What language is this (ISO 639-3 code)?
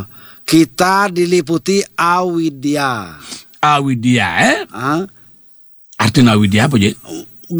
ban